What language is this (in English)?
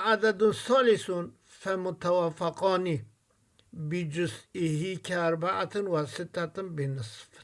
Kurdish